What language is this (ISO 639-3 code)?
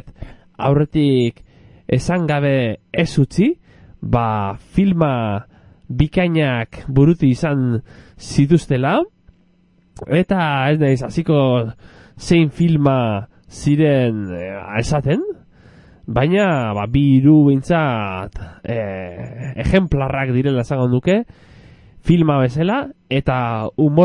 eus